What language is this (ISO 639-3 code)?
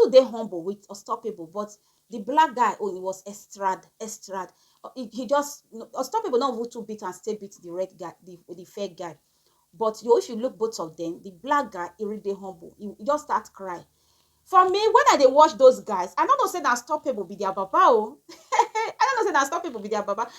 pcm